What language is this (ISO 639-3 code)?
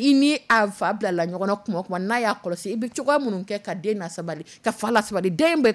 dyu